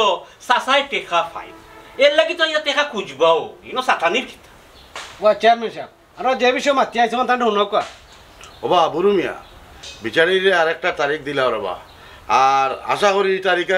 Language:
Sylheti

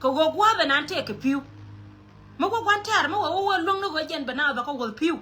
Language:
Nuer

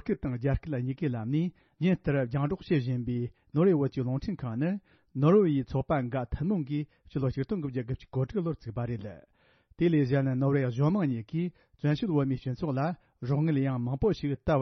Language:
Tibetan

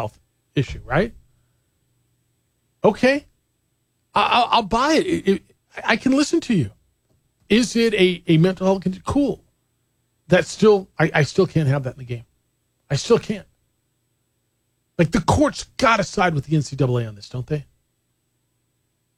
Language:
English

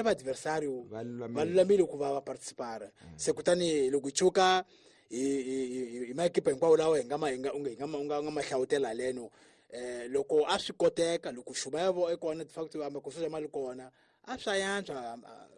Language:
Tsonga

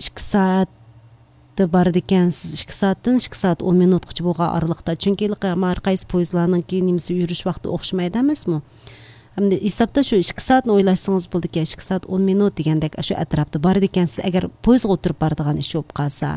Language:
Uyghur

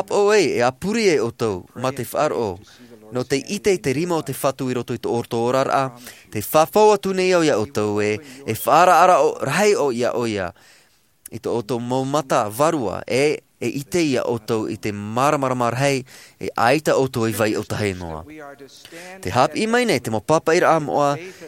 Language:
Tahitian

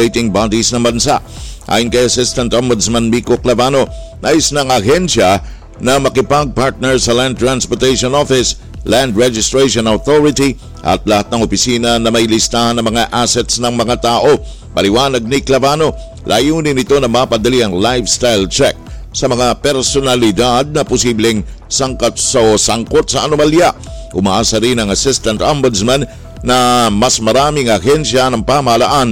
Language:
Filipino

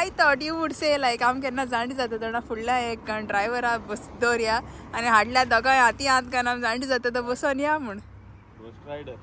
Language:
Konkani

